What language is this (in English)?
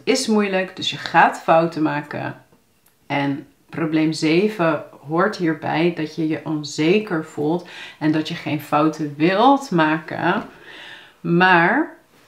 Dutch